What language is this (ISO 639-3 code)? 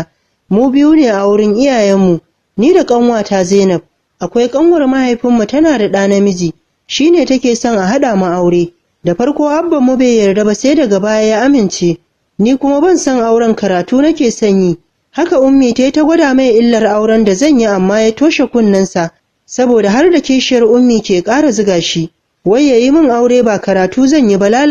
hau